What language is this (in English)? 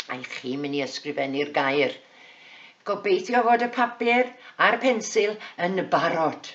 Welsh